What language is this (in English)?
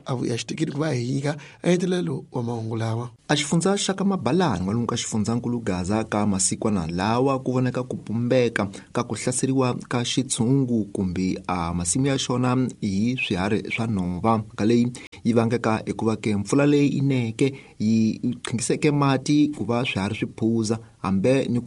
Tsonga